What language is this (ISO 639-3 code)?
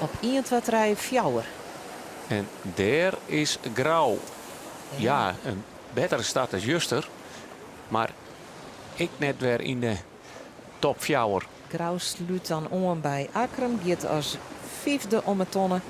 fry